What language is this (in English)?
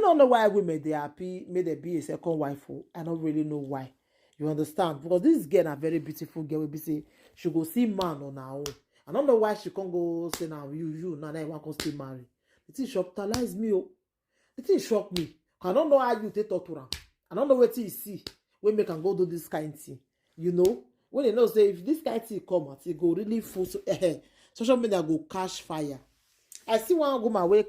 Nigerian Pidgin